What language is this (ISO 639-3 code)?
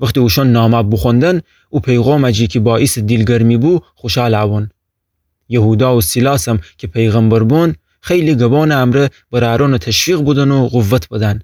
glk